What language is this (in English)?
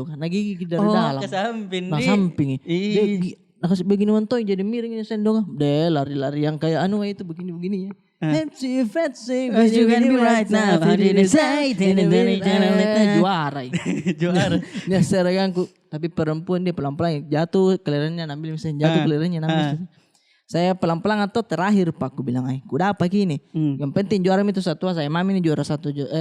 Makassar Malay